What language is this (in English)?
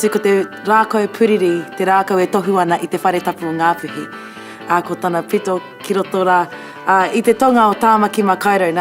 Māori